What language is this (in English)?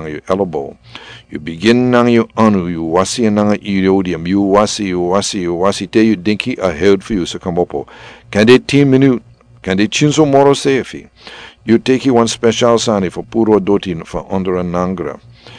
Sranan Tongo